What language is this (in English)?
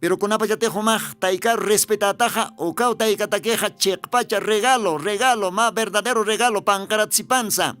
Aymara